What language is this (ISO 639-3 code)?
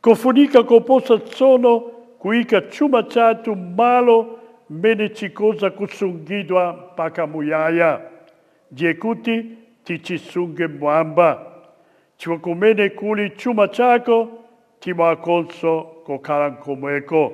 nya